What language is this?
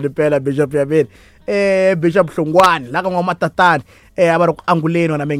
Tsonga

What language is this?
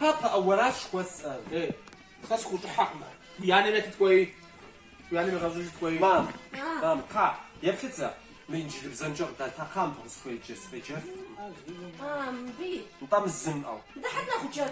Kabardian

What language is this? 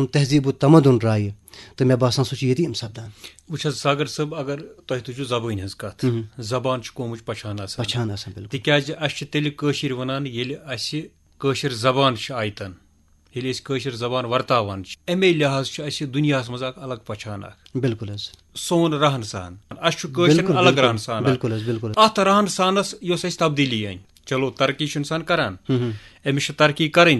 Kashmiri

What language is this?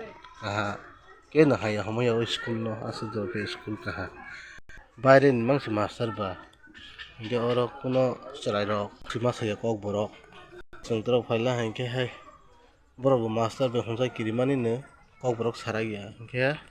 Kok Borok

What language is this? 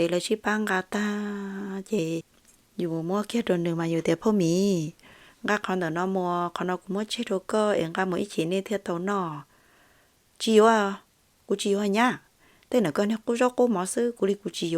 Hmong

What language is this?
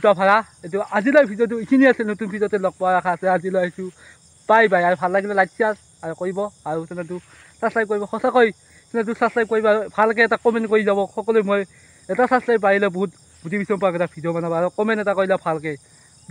Assamese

